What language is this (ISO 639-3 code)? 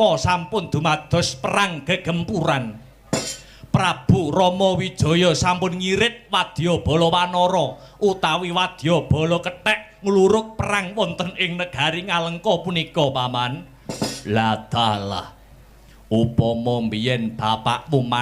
jav